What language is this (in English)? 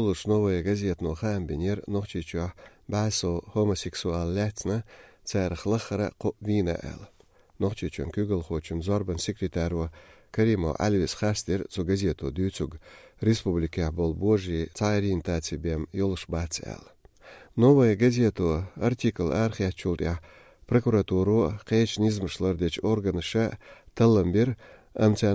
Chechen